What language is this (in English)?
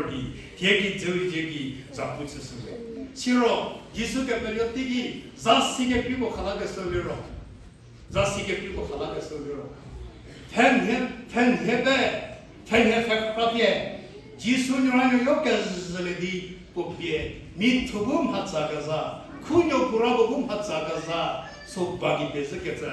Angami Naga